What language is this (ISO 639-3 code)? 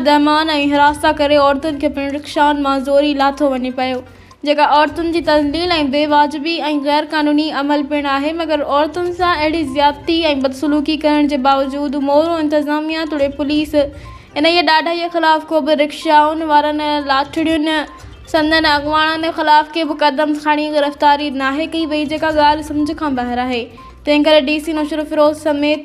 snd